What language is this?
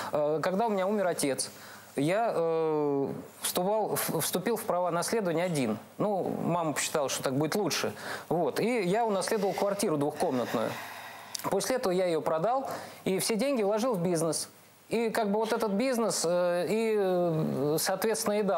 Russian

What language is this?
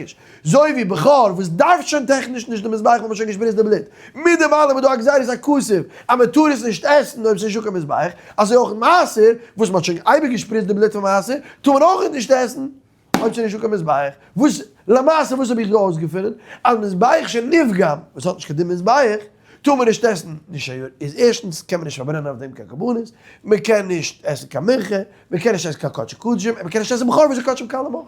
Yiddish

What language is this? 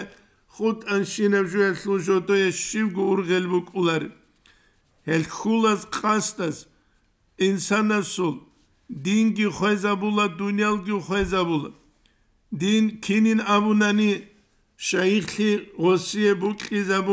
Avaric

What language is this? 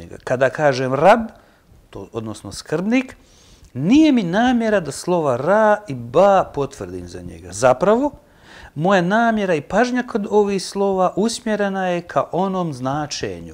Bosnian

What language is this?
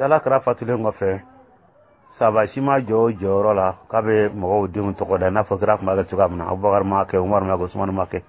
Dyula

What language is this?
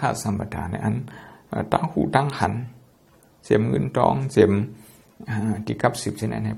Thai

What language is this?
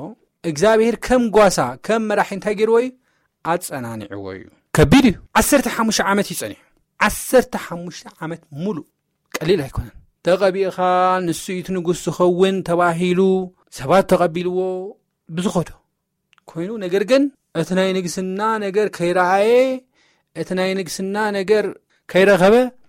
Tigrinya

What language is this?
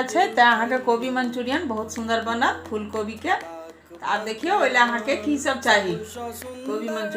Maithili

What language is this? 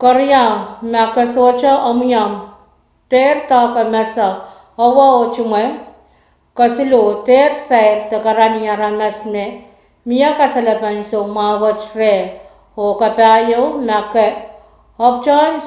Pohnpeian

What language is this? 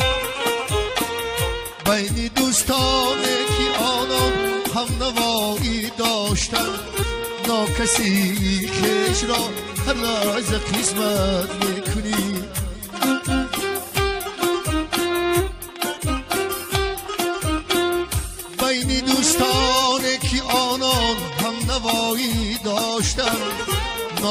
Persian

